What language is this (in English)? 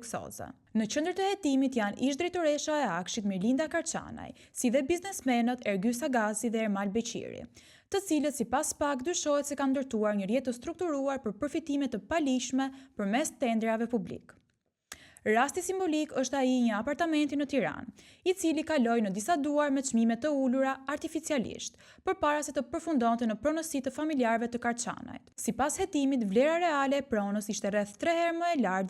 Albanian